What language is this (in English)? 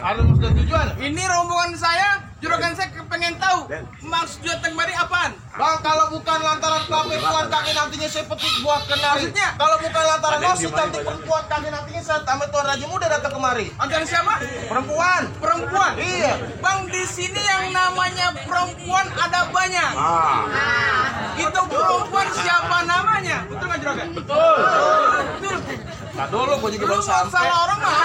Betawi